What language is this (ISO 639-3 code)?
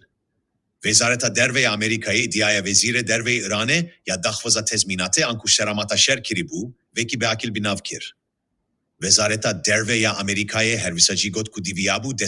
kur